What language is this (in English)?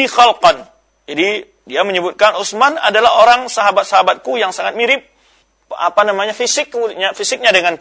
Indonesian